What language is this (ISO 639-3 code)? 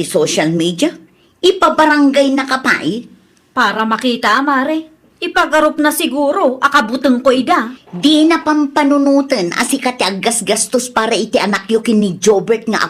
ilo